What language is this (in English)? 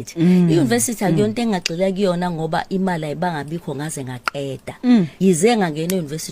Zulu